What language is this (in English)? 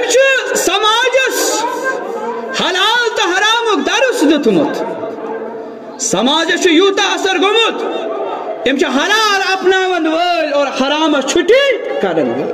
Kashmiri